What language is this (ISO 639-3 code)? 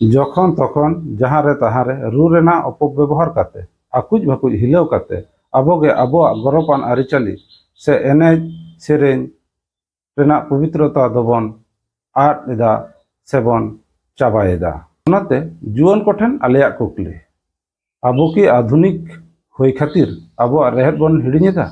sat